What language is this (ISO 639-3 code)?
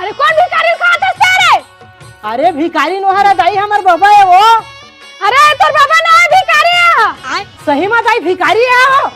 hne